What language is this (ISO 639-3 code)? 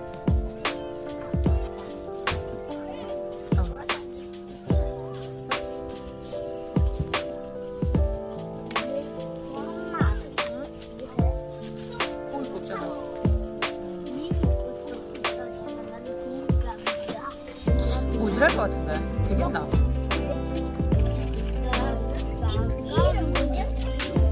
kor